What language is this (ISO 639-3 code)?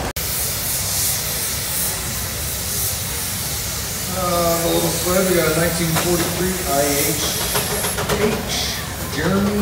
eng